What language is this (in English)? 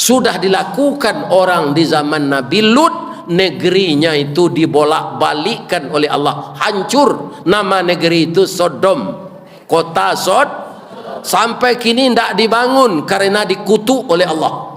Minangkabau